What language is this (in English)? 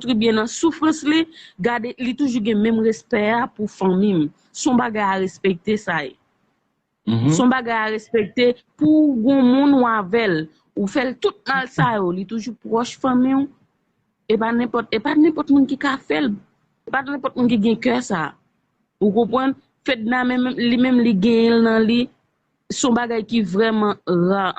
Haitian Creole